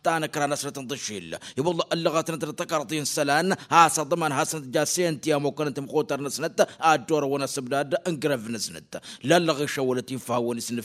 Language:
Tamasheq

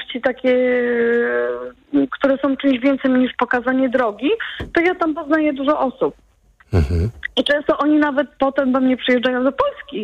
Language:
Polish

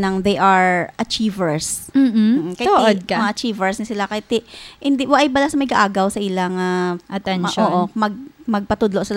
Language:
Hiligaynon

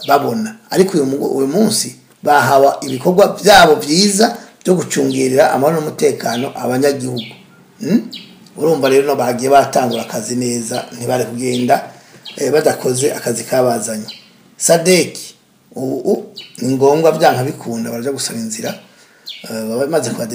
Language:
Rundi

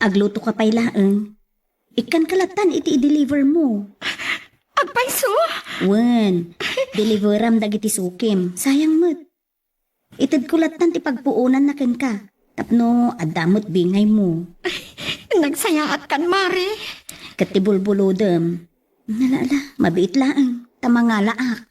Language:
Iloko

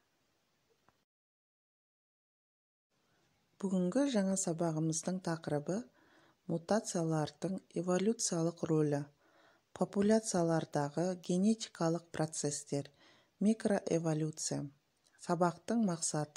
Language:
Kazakh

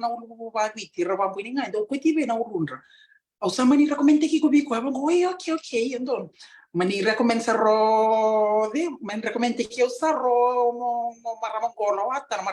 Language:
Fijian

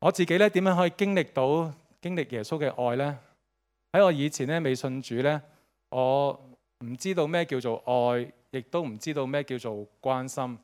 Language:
Cantonese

